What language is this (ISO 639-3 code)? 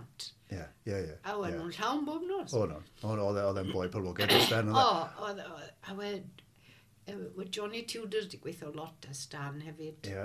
cym